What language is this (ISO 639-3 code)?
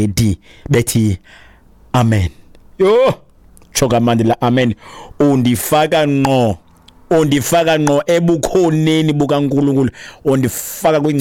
xho